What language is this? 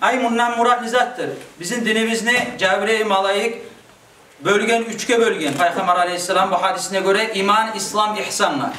Kumyk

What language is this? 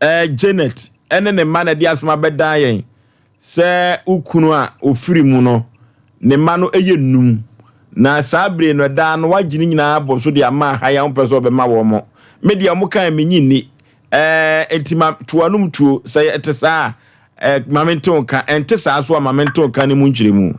Akan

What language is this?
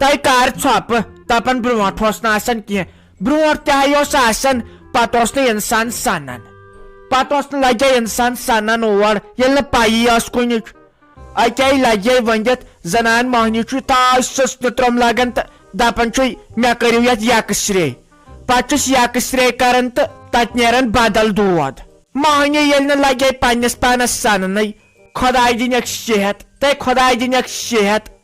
Kashmiri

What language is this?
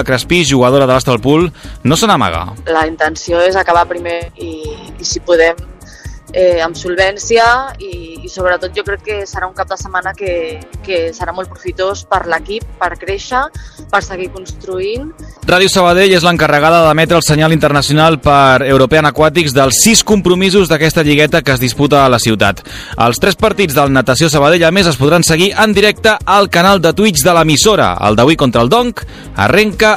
Catalan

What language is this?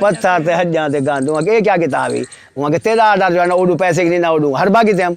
Saraiki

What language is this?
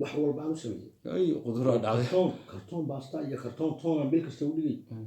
Somali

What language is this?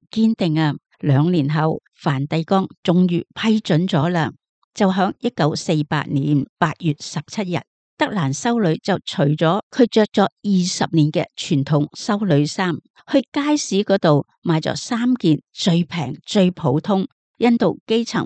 Cantonese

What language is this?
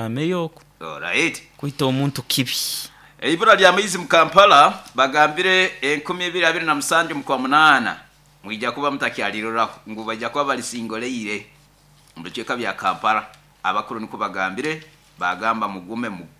Nyoro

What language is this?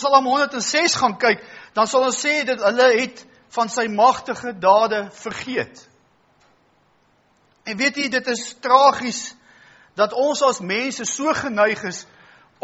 Afrikaans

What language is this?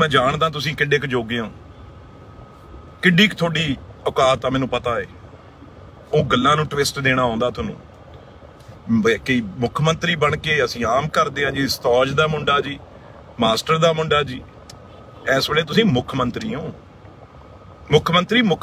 Punjabi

